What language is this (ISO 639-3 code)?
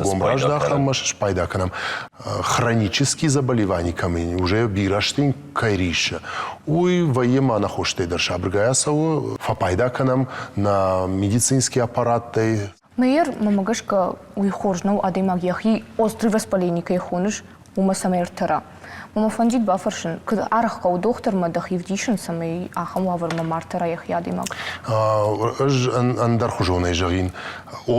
oss